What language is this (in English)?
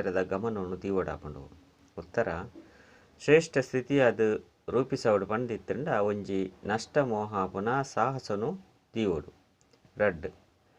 Tulu